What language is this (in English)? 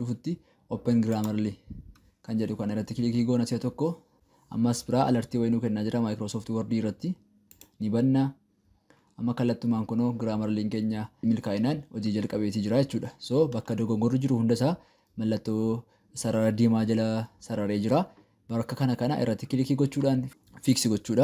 Oromo